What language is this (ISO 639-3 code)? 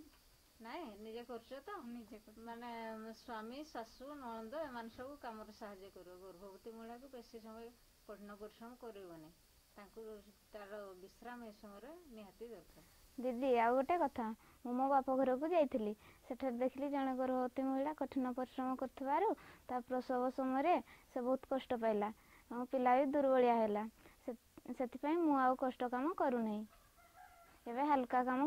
ori